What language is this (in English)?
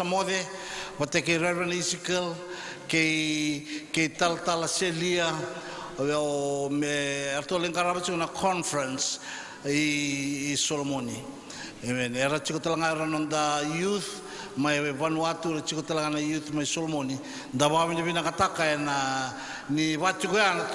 Fijian